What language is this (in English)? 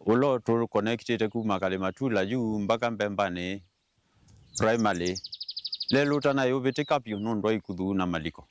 Kamba